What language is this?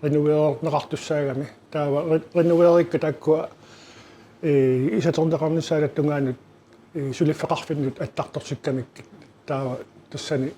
Kalaallisut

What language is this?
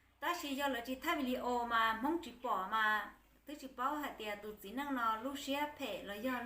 Hmong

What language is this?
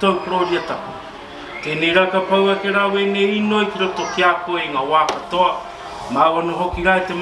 Māori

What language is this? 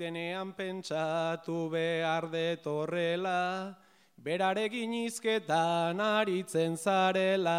Basque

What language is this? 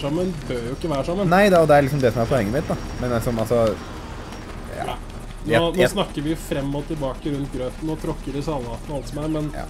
Norwegian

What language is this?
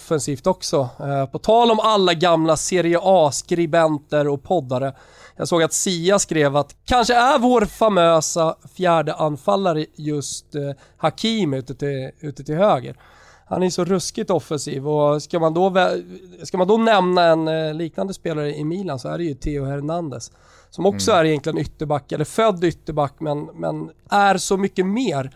Swedish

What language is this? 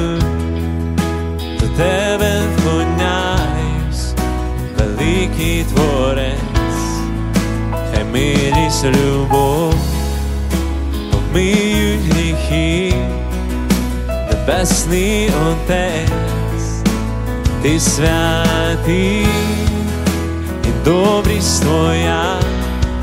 Ukrainian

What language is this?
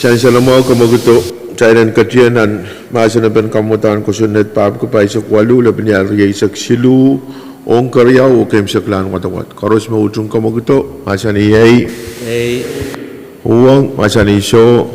Pohnpeian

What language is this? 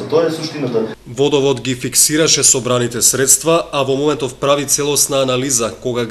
Macedonian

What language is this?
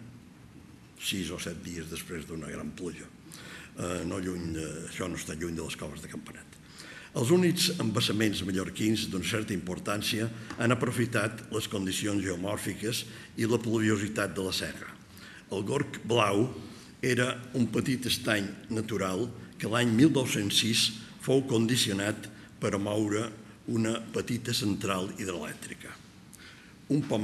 Catalan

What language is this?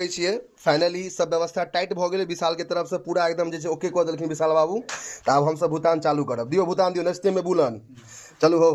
Maithili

